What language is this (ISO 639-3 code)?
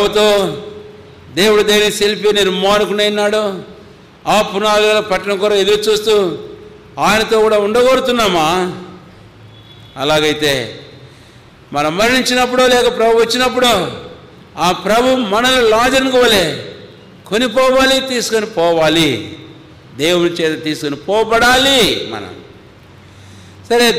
tel